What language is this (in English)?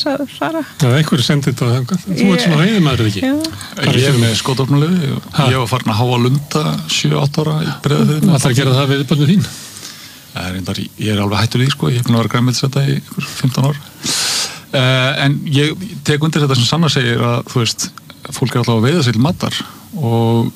Icelandic